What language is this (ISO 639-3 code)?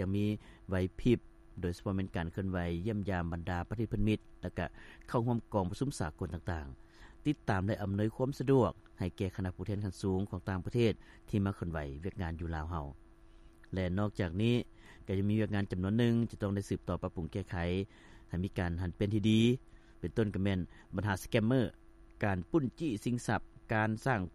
lao